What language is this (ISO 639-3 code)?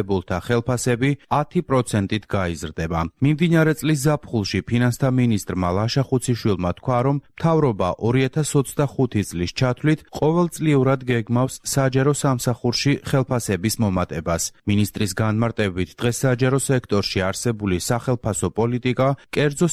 kat